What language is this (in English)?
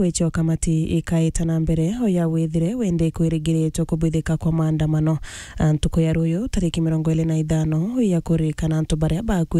Meru